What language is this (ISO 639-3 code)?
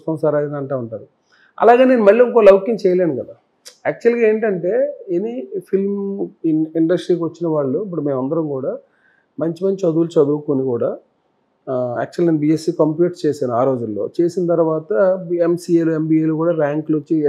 tel